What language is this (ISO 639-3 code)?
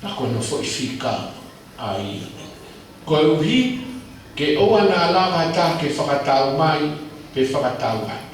ton